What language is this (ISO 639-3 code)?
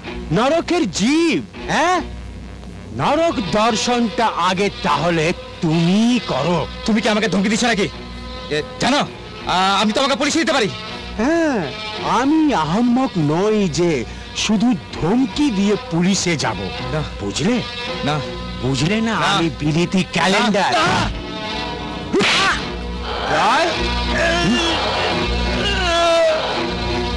ben